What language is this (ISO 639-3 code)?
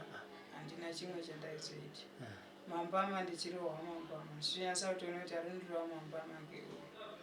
sna